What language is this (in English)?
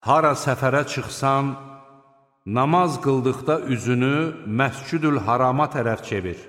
Azerbaijani